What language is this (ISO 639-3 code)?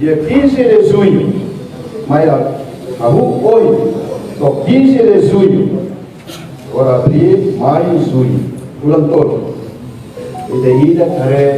tet